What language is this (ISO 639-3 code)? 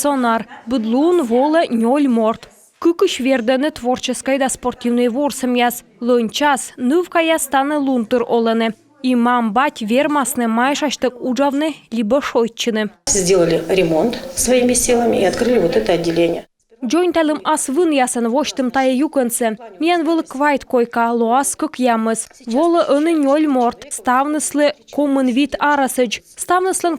kom